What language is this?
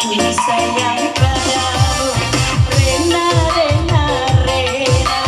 Ma'anyan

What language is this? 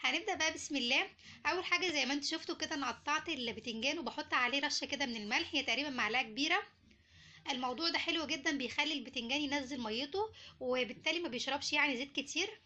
Egyptian Arabic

